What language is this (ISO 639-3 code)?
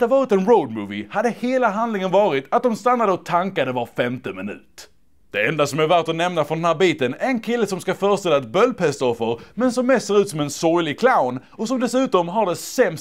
swe